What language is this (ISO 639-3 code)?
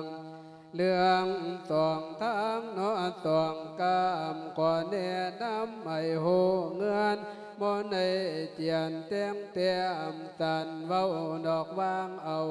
lao